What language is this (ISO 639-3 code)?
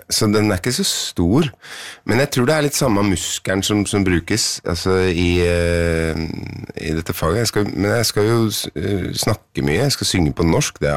nor